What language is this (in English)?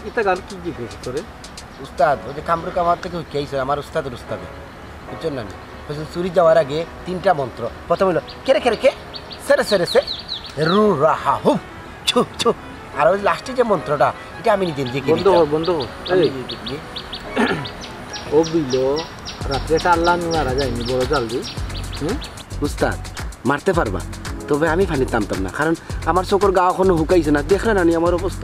Sylheti